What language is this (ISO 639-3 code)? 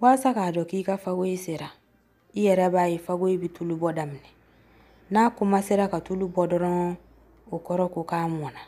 bam